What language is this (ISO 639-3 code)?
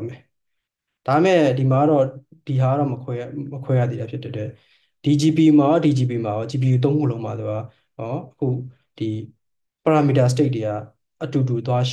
mya